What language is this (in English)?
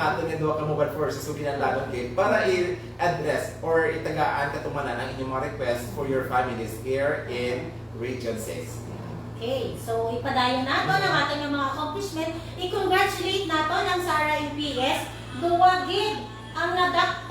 Hiligaynon